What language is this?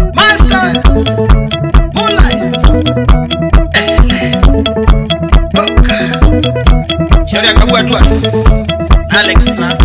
Swahili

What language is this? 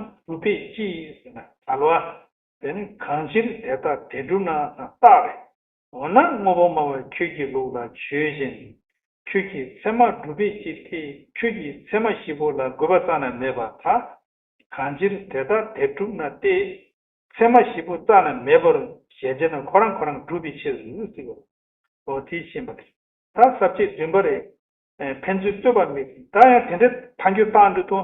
Tibetan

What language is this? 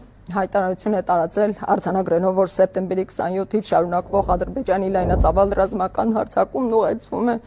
Armenian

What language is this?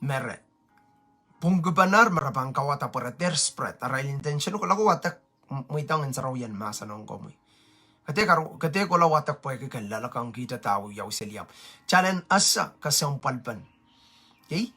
Pohnpeian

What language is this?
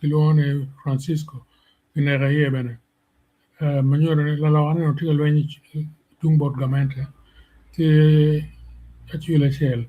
Acoli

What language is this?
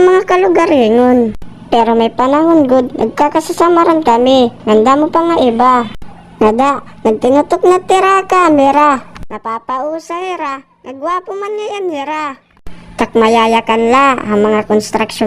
Waray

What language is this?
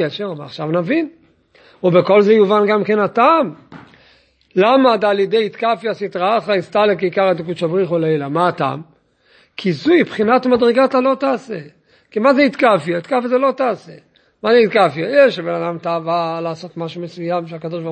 Hebrew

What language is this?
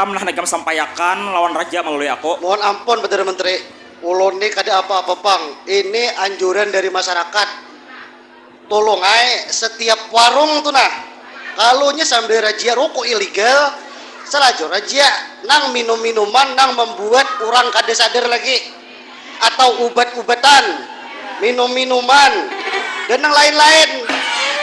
Banjar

